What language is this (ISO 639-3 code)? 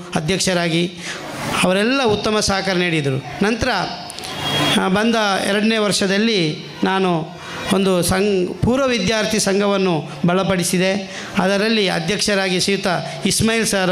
kan